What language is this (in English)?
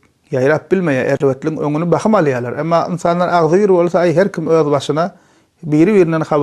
Turkmen